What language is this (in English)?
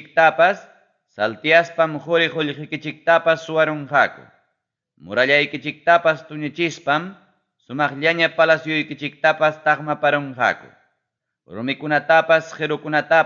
Ayacucho Quechua